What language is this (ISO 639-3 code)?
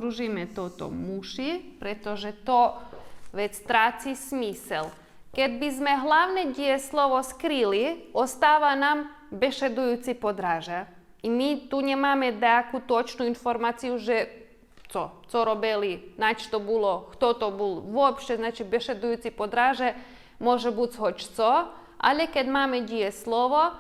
rue